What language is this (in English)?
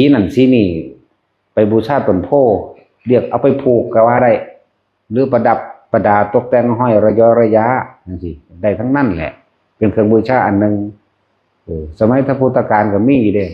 Northeastern Thai